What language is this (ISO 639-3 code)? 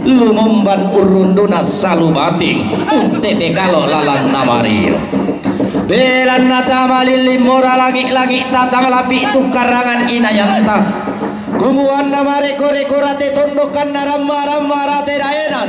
sda